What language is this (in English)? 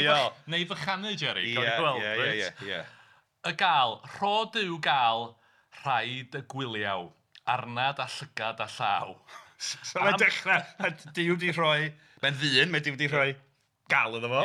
Welsh